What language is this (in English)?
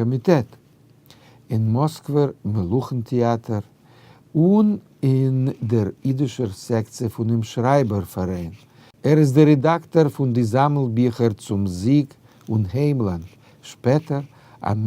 Yiddish